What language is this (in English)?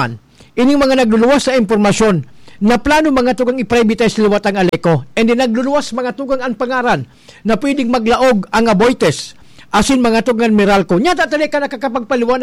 Bikol